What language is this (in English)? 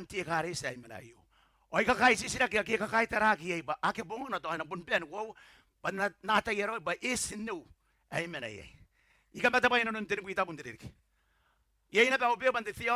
Gilbertese